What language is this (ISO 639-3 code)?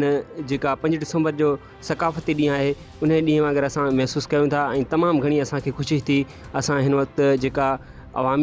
snd